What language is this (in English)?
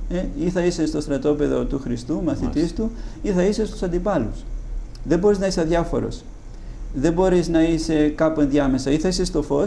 Greek